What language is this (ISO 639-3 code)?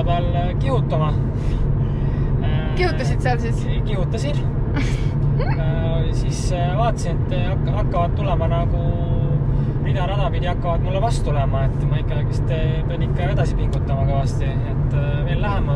est